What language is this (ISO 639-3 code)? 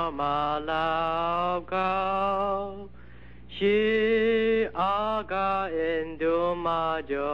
kac